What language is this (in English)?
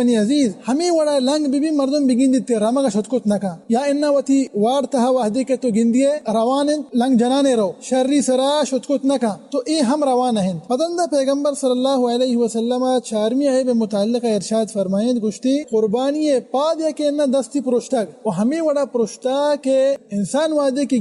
Baluchi